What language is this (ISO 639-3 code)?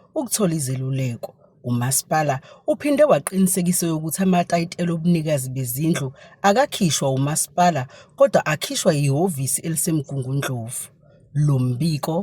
zul